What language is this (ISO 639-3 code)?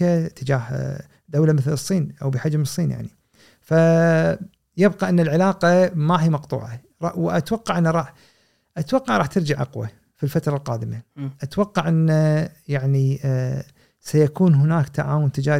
afb